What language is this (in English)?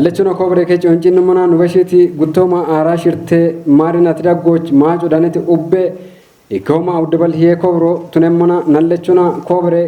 Kafa